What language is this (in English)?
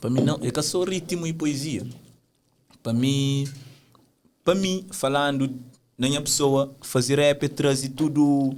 Kabuverdianu